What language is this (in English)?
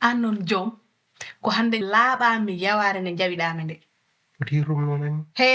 Fula